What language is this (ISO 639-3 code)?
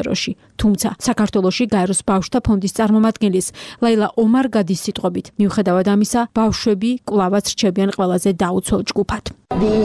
kat